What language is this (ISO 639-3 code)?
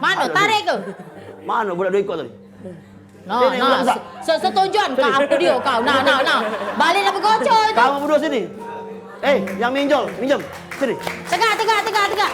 mui